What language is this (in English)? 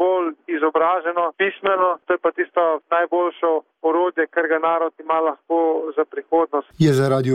Slovenian